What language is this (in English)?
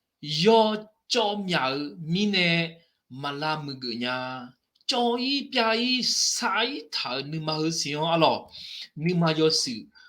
Akha